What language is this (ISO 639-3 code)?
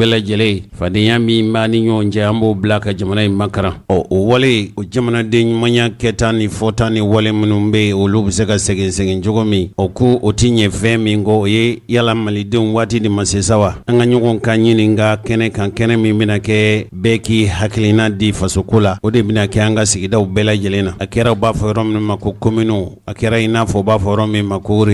bam